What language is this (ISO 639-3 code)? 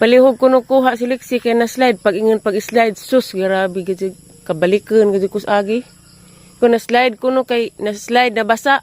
ceb